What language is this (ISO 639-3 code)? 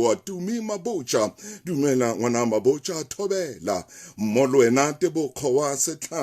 sot